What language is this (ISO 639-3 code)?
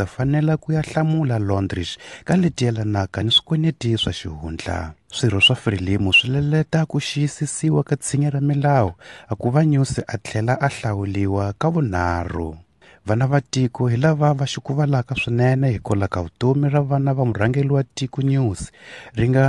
tso